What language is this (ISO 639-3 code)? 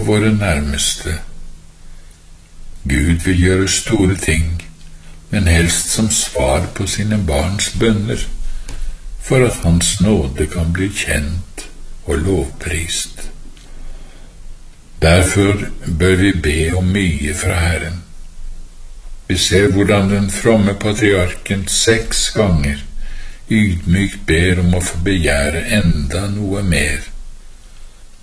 nor